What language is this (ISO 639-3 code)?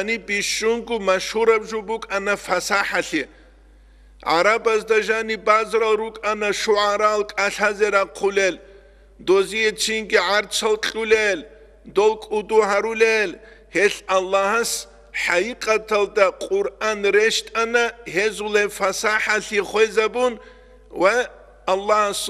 ava